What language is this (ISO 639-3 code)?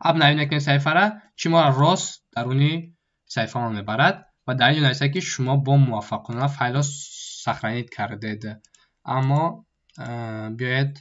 tgk